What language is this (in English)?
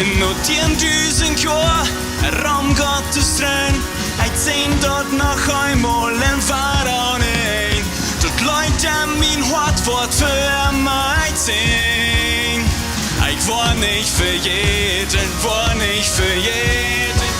Plautdietsch